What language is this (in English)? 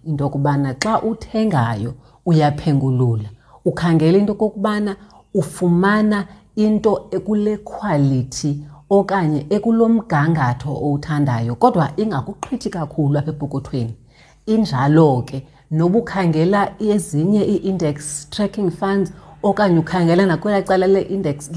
Xhosa